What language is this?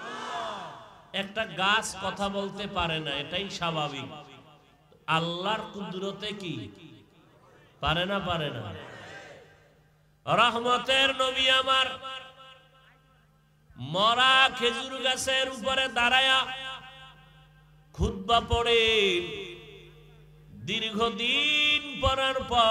Bangla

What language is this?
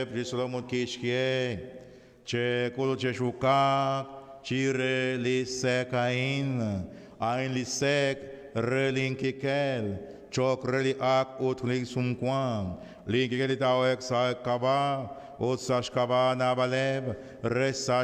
Kekchí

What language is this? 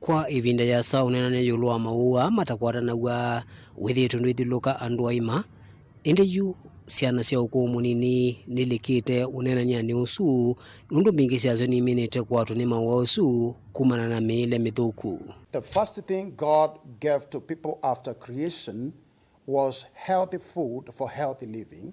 Kamba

